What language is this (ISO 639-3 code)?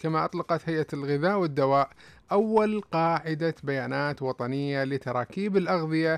ara